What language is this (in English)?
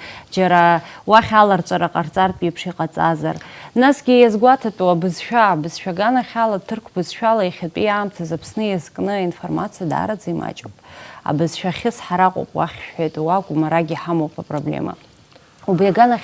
Abkhazian